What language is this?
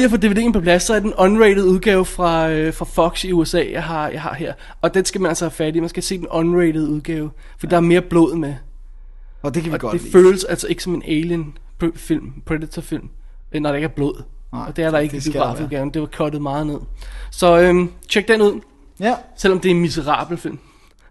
Danish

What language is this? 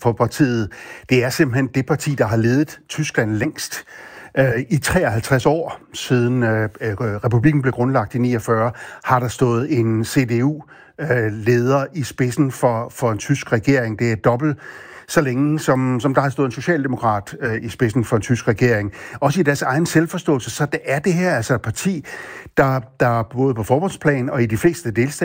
Danish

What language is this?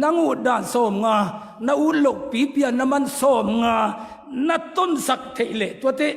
Tedim Chin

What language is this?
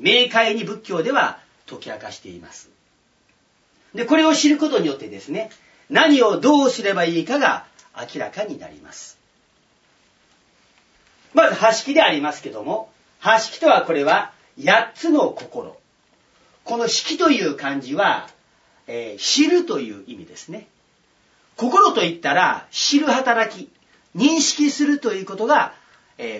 Japanese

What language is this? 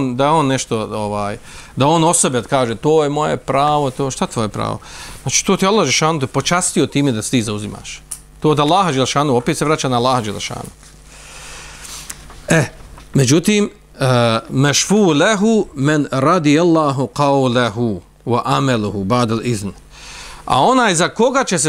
Bosnian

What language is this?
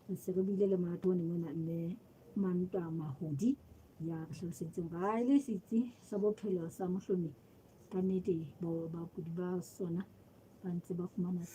Southern Sotho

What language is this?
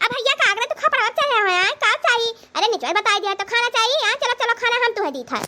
Awadhi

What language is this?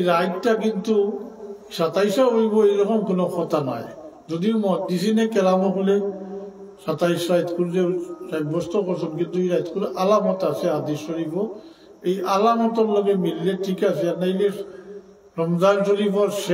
Sylheti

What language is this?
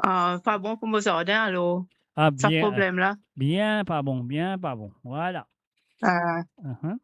Morisyen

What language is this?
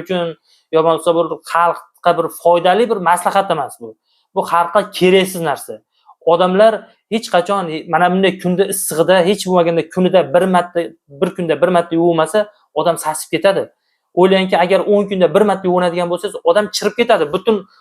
Uzbek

